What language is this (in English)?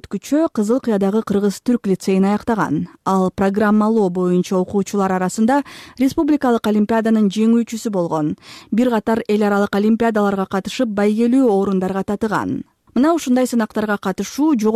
Kyrgyz